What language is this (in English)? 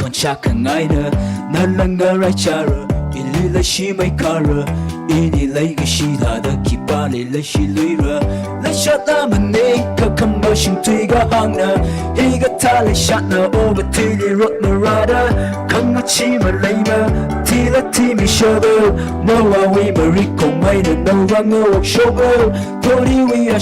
Tangkhul Naga (India)